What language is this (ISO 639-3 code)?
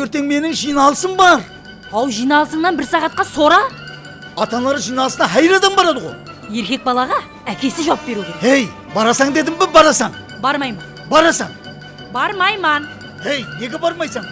kaa